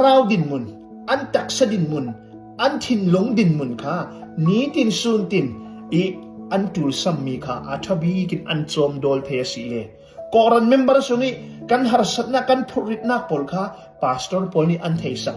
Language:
Falam Chin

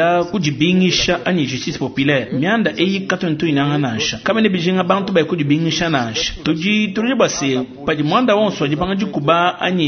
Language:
Luba-Lulua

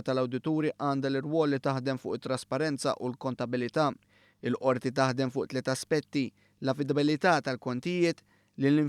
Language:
Maltese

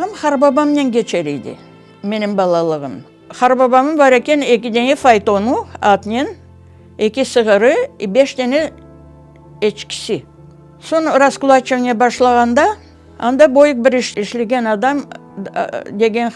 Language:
Crimean Tatar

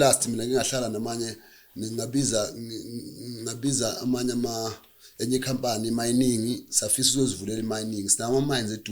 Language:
Zulu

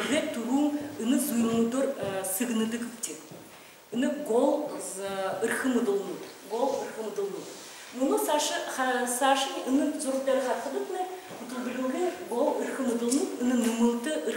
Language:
Buriat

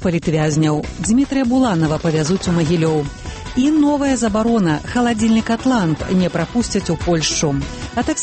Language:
Belarusian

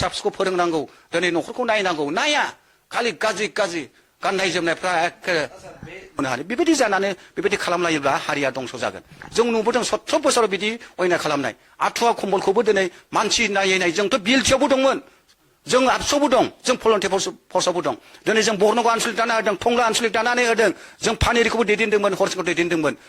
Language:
Bodo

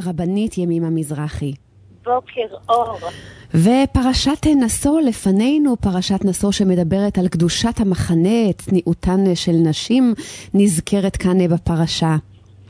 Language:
Hebrew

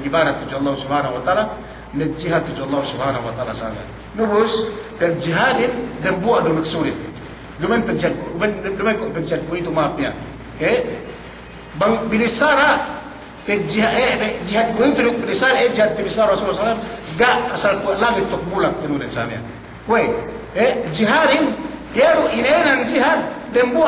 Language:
Yakan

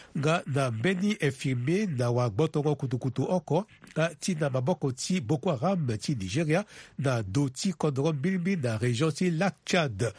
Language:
Sango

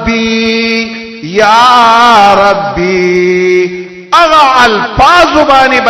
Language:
Pashto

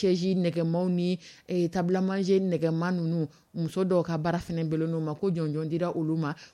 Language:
Dyula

